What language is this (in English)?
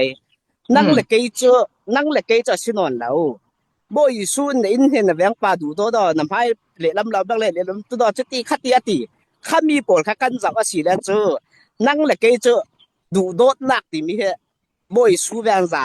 Falam Chin